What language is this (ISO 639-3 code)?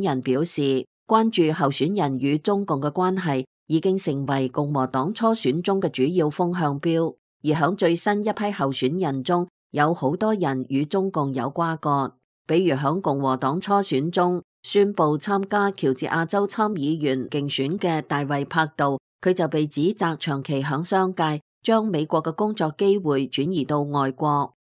yue